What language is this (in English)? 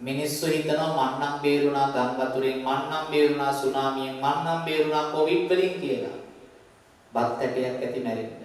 Sinhala